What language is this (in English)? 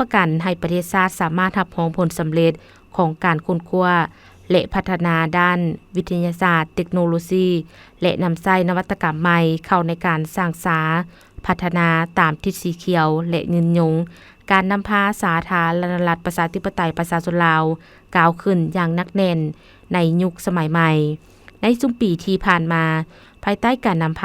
Lao